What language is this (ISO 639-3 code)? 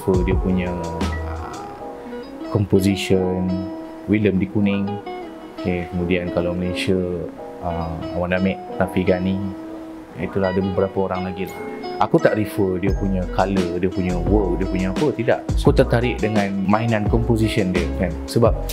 msa